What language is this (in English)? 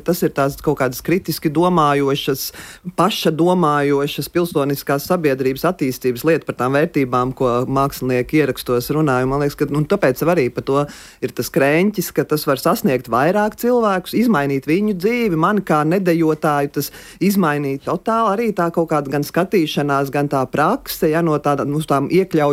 Latvian